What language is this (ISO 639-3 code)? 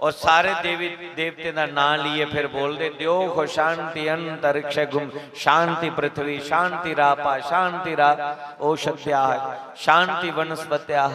doi